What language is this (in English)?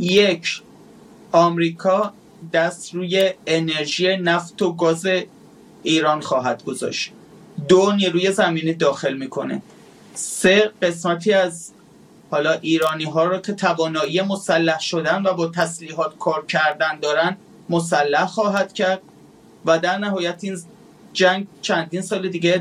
Persian